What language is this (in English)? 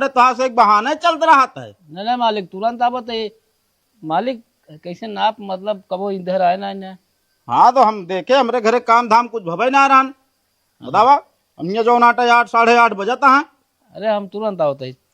Awadhi